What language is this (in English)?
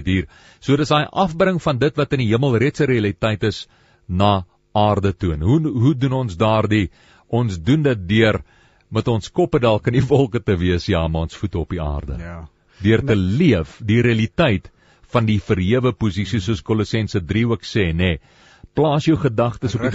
Afrikaans